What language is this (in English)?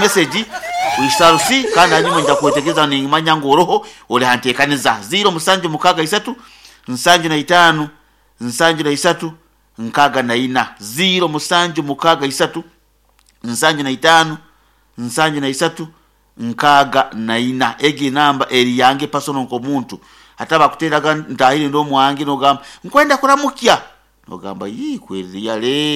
Nyoro